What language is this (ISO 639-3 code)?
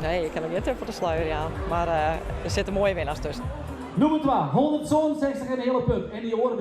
fry